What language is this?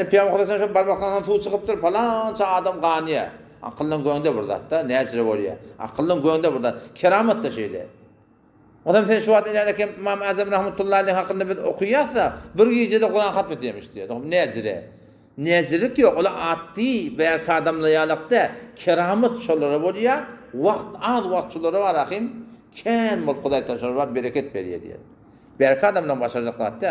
Turkmen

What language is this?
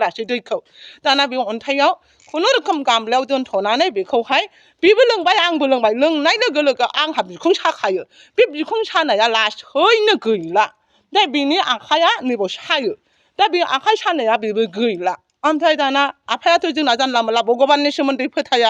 Bodo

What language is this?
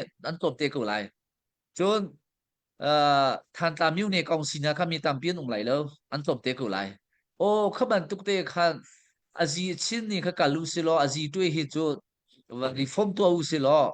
Hakha Chin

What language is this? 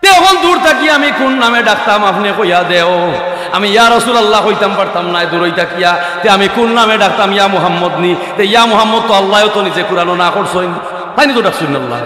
Sylheti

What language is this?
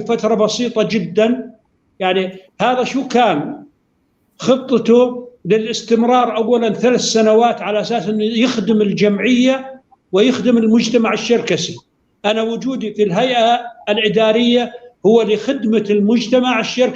North Levantine Arabic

